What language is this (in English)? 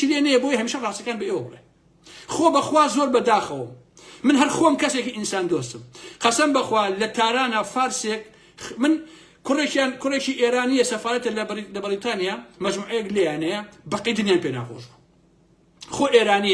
Central Kurdish